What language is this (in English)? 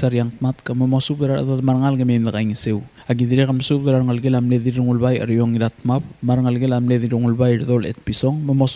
Palauan